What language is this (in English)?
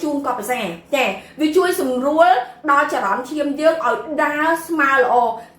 Khmer